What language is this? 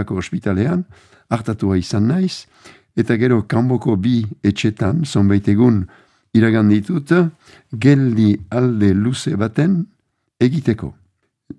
Basque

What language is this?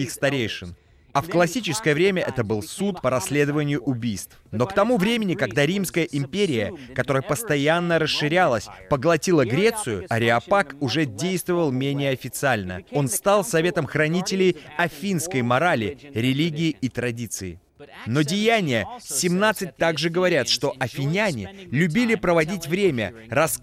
Russian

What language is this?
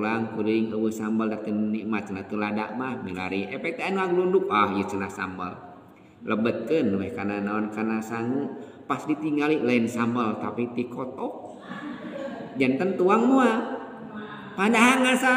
Sundanese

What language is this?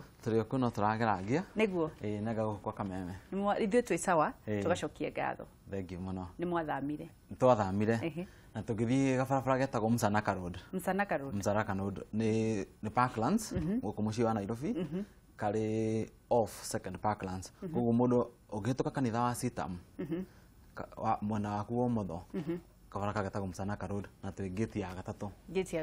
Kikuyu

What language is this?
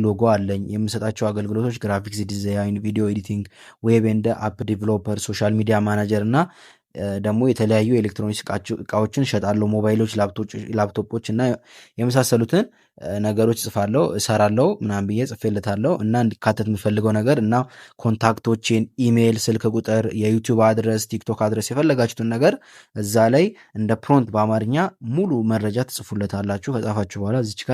Amharic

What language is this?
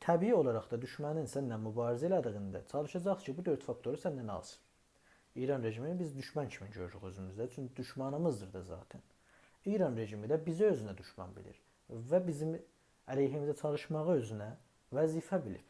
South Azerbaijani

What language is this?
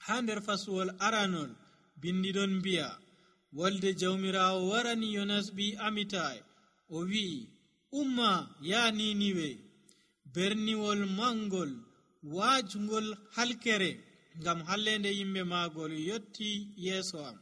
Nigerian Fulfulde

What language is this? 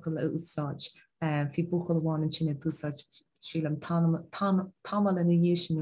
Irish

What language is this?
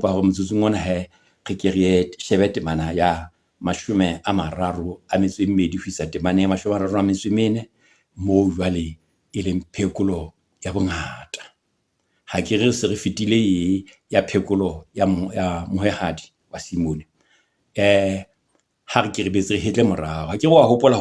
Southern Sotho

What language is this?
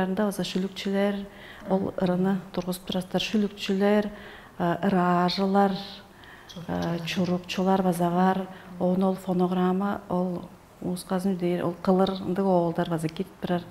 Tuvinian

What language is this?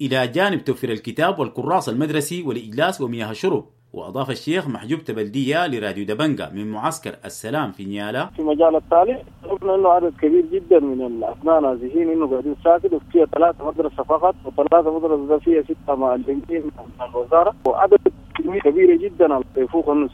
Sudanese Arabic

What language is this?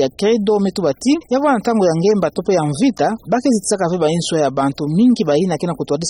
Kituba (Democratic Republic of Congo)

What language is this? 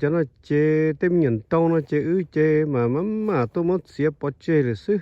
Hmong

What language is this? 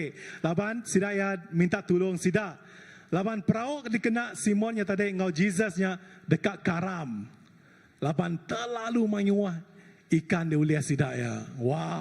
Iban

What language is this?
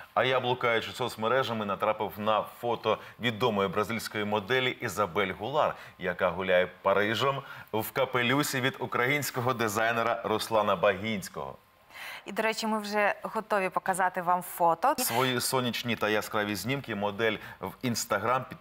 Ukrainian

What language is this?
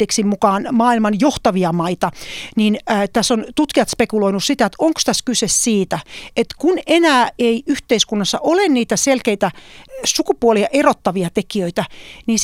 Finnish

